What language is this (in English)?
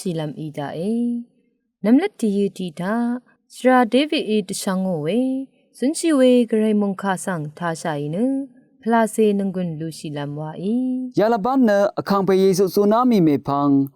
Rawang